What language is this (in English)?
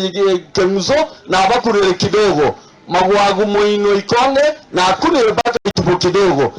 Gusii